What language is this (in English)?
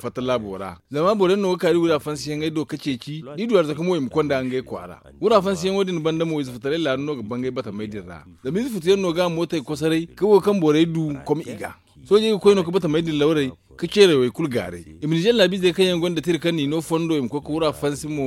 Zarma